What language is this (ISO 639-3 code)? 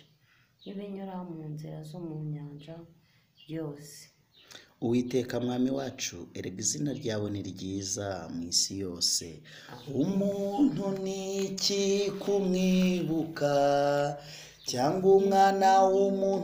kin